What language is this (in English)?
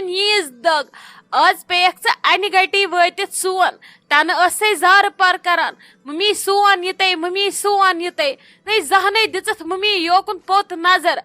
Kashmiri